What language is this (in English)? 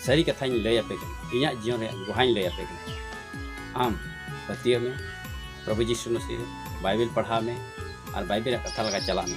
Santali